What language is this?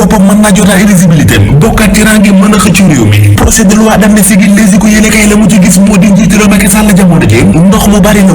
Wolof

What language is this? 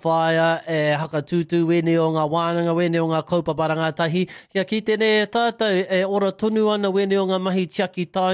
Māori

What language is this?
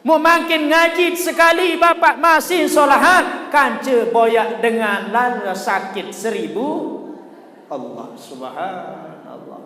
Sasak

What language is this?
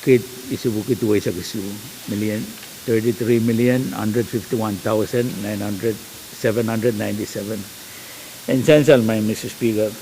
Pohnpeian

